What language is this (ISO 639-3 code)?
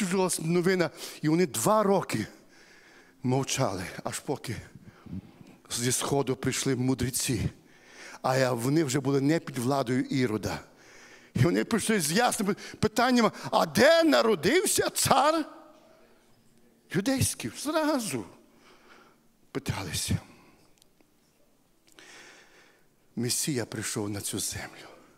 ukr